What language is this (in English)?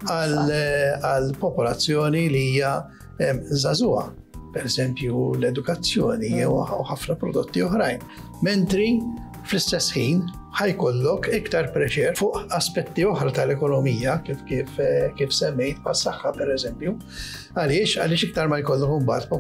Maltese